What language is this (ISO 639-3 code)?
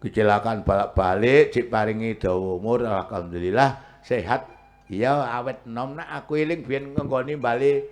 jav